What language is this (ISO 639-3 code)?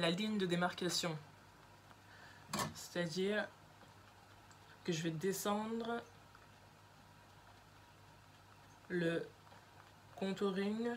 fra